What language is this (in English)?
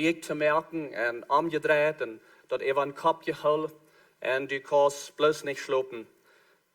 Plautdietsch